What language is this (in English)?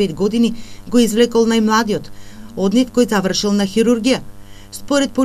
Macedonian